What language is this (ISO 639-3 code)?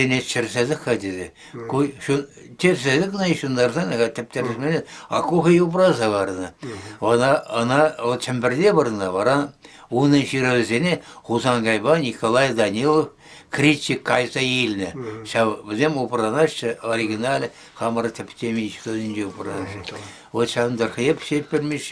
chv